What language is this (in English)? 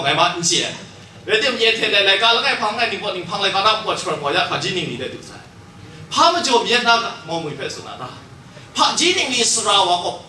Kachin